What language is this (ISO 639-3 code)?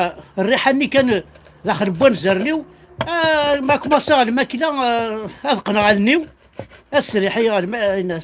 kab